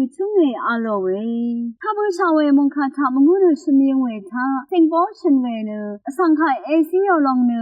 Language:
Rawang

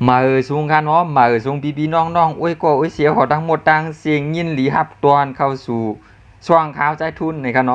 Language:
Shan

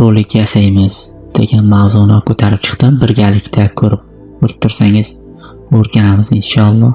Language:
Uzbek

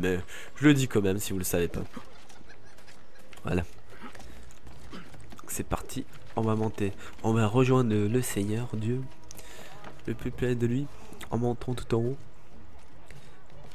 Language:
French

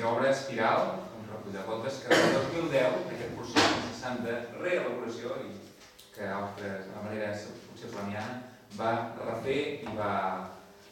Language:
Catalan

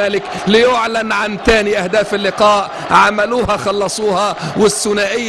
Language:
Egyptian Arabic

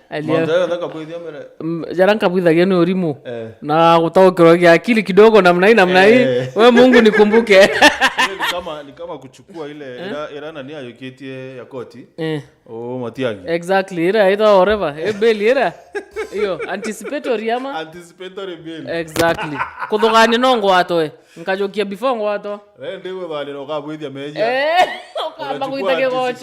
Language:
Meru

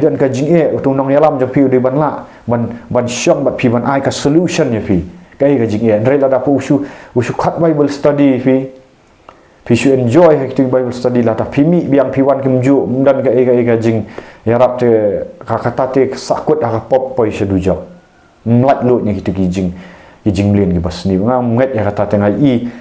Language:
Khasi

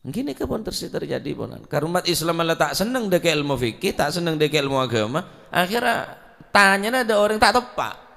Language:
Madurese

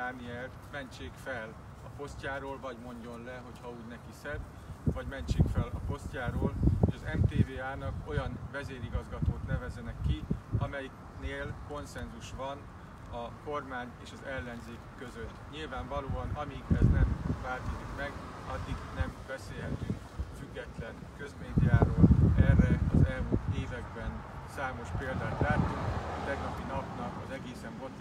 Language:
Hungarian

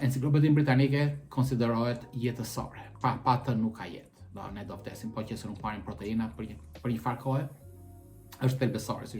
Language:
Albanian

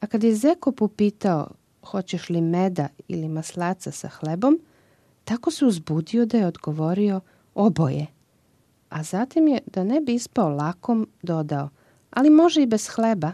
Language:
Serbian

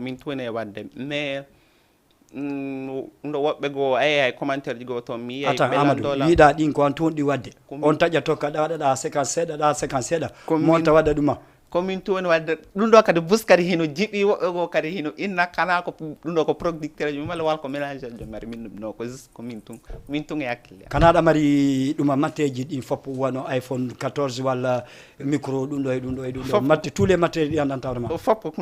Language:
Fula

